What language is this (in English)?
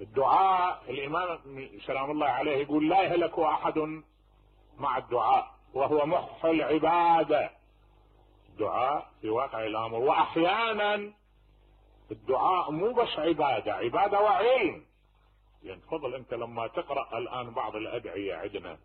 Mesopotamian Arabic